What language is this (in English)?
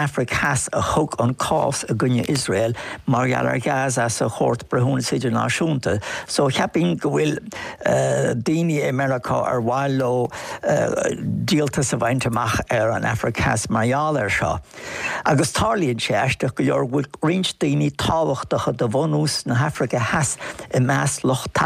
Irish